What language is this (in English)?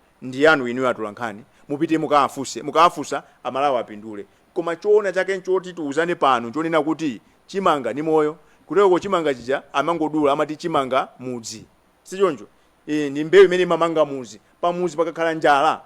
Nyanja